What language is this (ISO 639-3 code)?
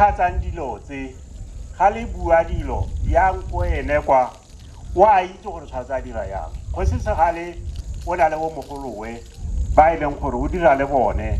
tsn